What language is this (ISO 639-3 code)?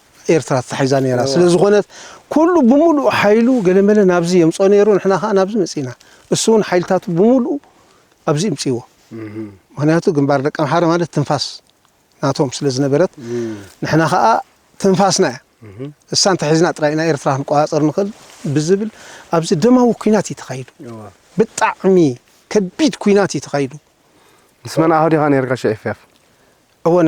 tir